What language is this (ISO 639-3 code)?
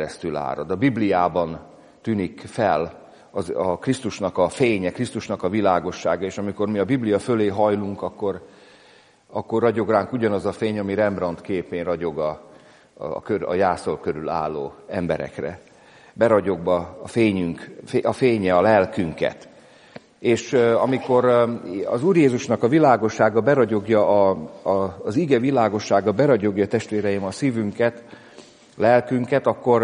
hun